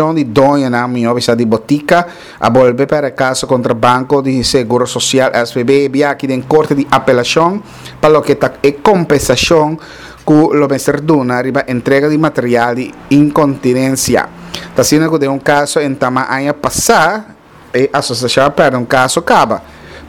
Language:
Papiamento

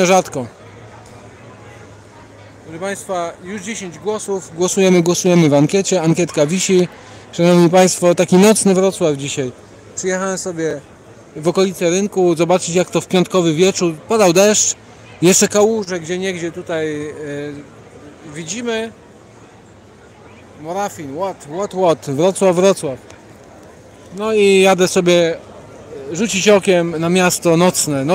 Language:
Polish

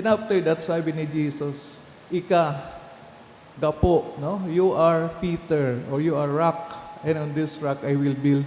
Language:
Bikol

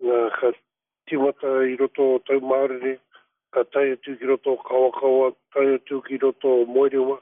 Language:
Māori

